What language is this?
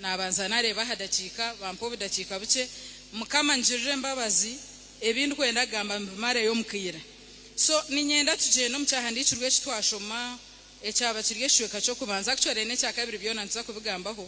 Nyankole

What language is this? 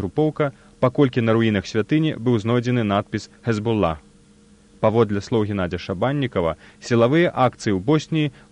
Belarusian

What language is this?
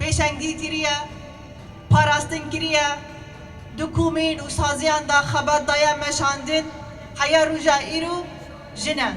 Kurdish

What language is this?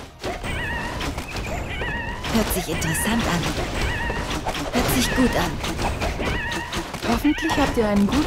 German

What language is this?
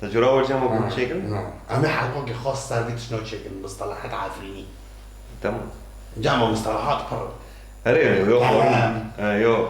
Kurdish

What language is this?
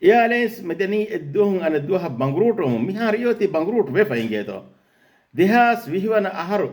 Divehi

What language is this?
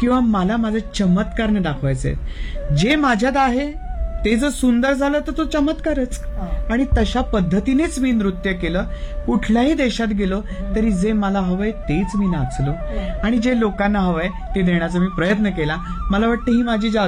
Marathi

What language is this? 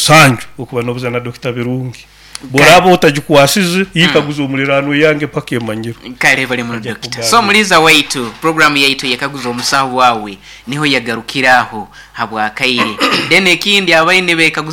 Nyoro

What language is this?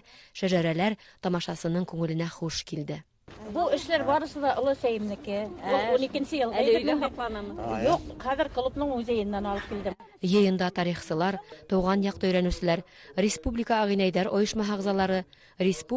Bashkir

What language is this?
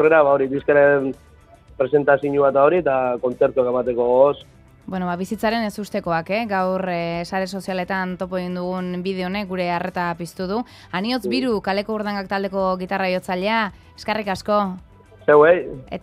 Basque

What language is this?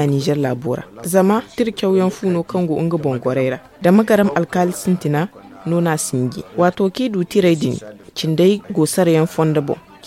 Zarma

